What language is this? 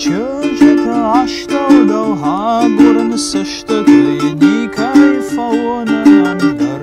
Ossetic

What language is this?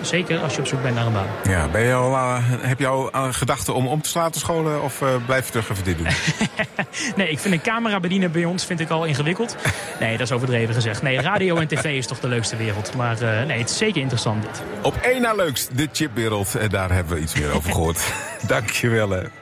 Dutch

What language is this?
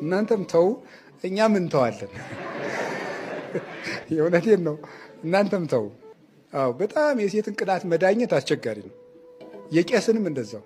Amharic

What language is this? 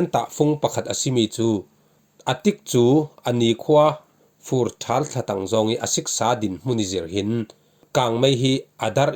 Falam Chin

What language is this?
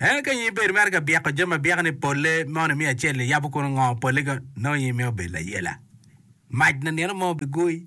Acoli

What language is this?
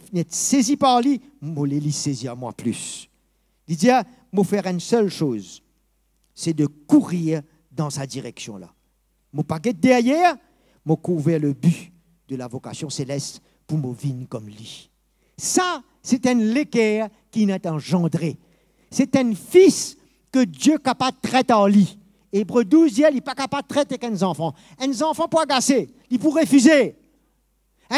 Morisyen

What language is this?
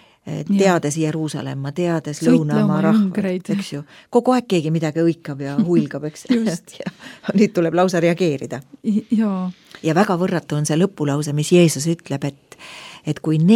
Estonian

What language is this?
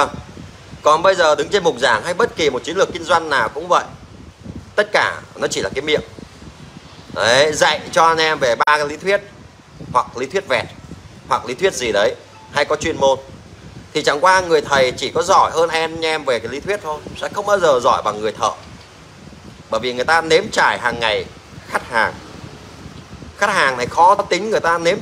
Vietnamese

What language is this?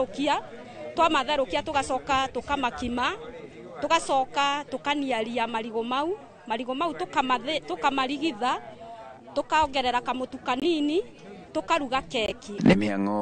Kikuyu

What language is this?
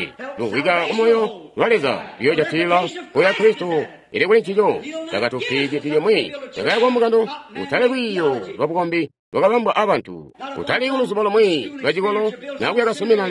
Tonga (Zambia)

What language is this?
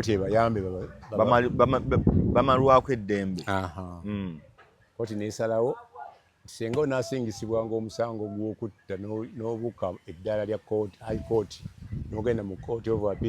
Ganda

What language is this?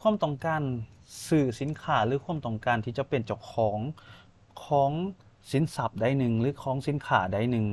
Lao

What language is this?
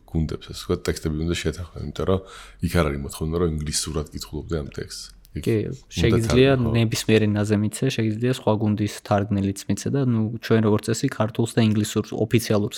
Georgian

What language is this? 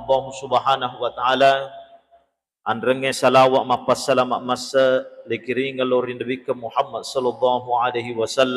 Buginese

